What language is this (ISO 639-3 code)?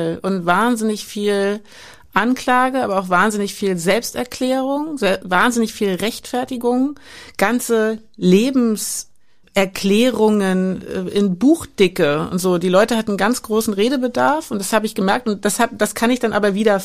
deu